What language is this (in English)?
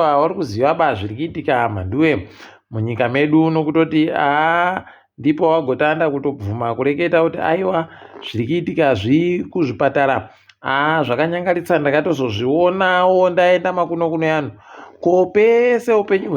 Ndau